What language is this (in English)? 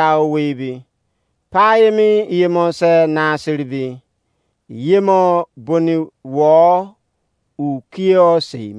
Izon